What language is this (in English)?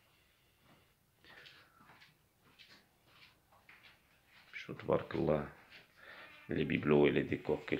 French